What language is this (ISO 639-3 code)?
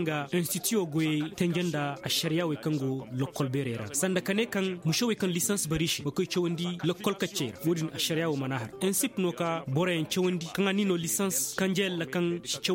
ses